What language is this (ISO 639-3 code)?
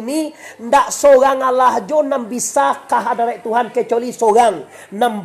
min